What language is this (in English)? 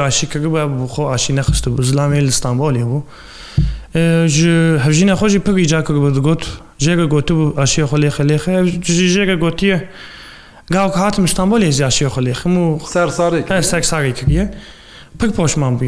Kurdish